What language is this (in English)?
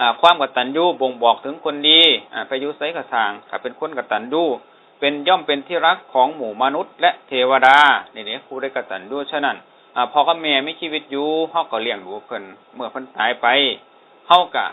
Northeastern Thai